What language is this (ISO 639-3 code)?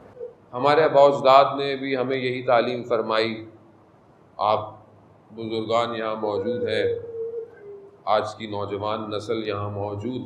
urd